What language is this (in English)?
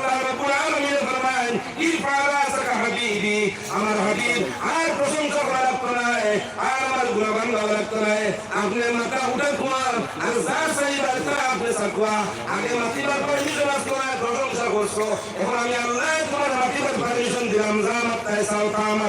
Sylheti